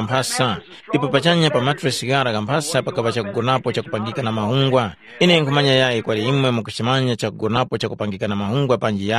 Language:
Tumbuka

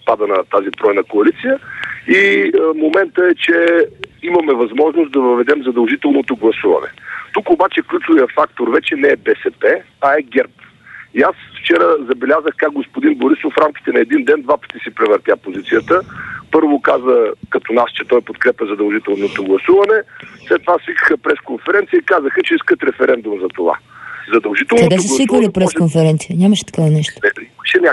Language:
Bulgarian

